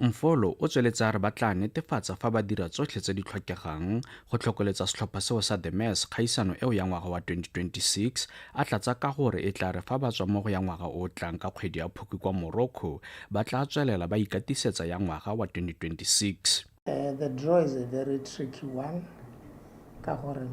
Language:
Tswana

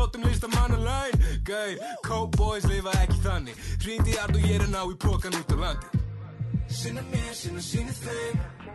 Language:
Icelandic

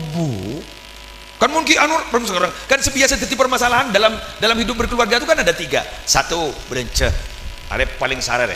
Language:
Madurese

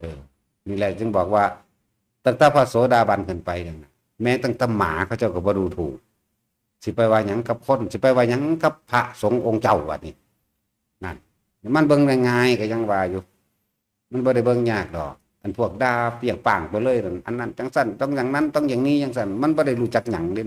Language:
Northeastern Thai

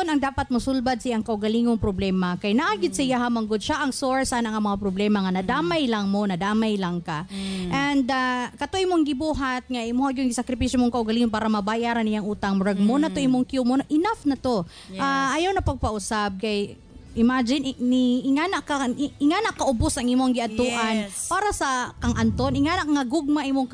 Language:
Cebuano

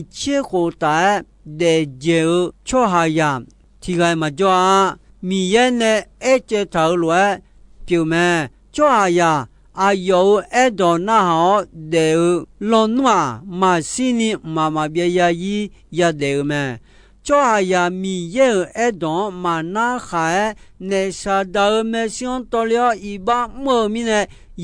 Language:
Akha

